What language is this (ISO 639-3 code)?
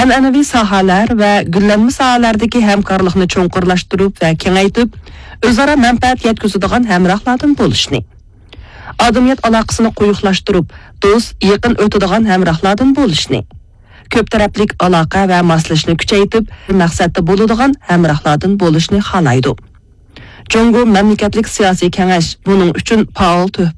uig